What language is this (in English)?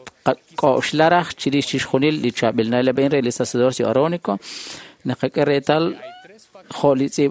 Kekchí